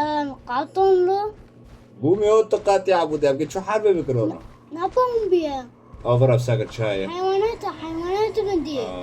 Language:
Kurdish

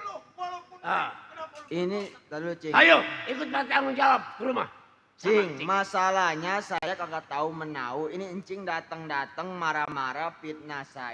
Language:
Betawi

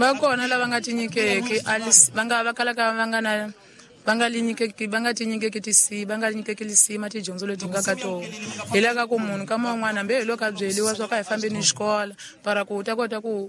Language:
Tsonga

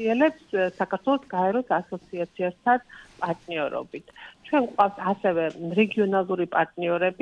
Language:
Georgian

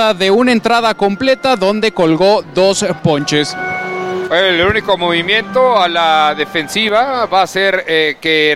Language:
Spanish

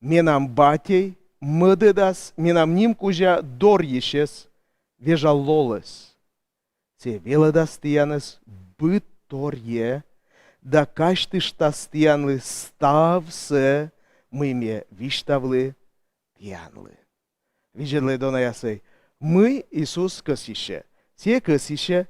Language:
Komi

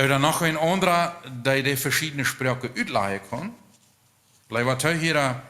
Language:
Plautdietsch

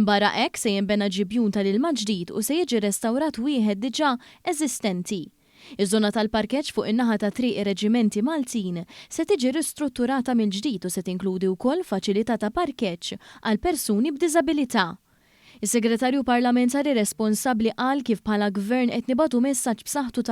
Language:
Maltese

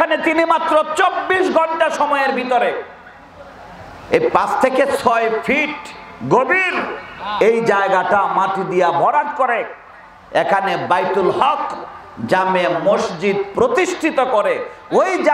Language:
Bangla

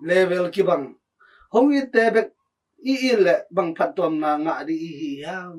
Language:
Tedim Chin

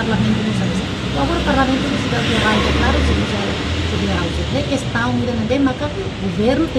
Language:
Tetum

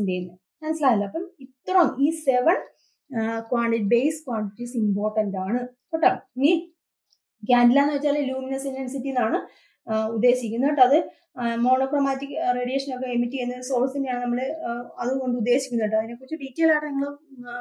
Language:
Malayalam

